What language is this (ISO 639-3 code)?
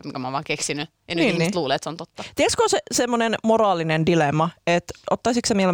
fin